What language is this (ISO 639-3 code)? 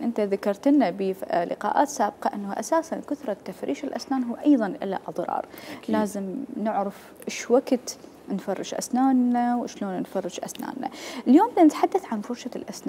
acm